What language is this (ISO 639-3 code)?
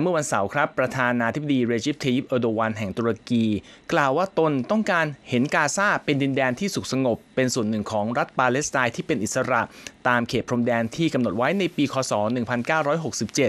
tha